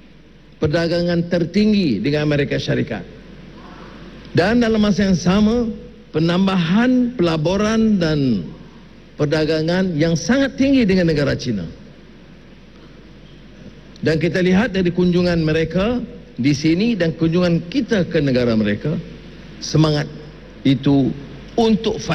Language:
Malay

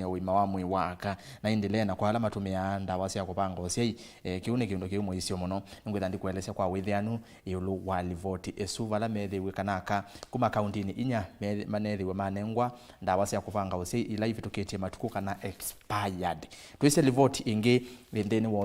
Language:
Kamba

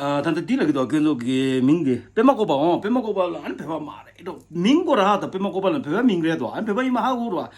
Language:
Tibetan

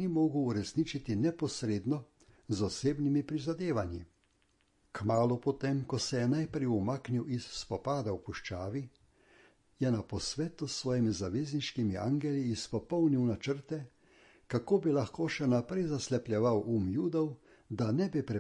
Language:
Slovenian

